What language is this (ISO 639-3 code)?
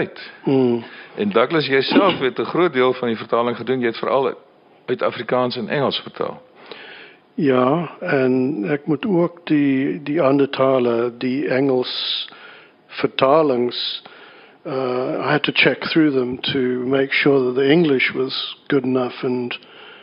afr